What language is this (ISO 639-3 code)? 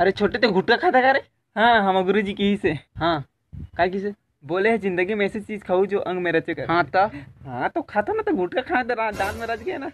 hne